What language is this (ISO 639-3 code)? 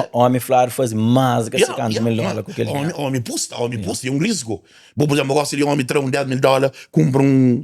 kea